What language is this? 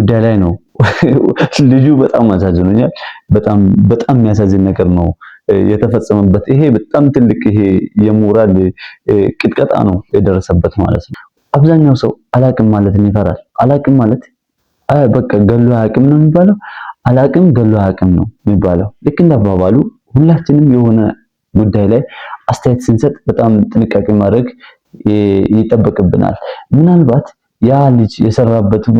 Amharic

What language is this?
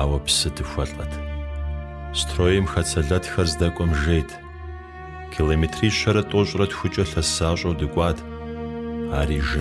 Kabardian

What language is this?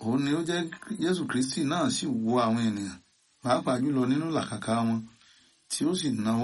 Yoruba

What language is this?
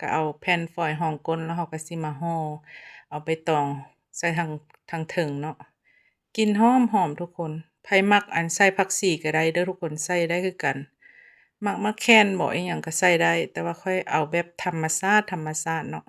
Lao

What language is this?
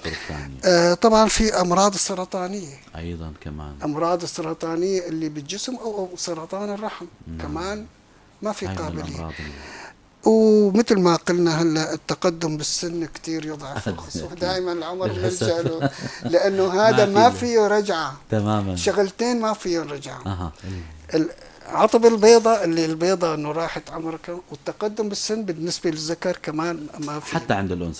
North Levantine Arabic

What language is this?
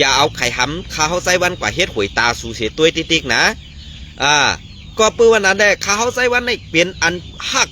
Shan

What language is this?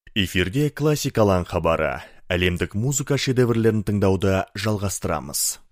Kazakh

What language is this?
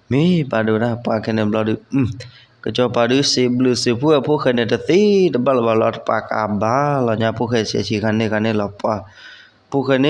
S'gaw Karen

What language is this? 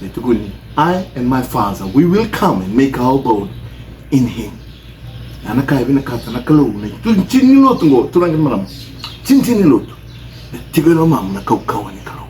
Fijian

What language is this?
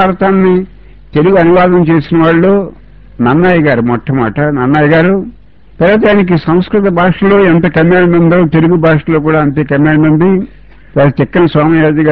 Telugu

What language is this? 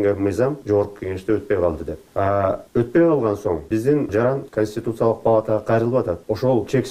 Kyrgyz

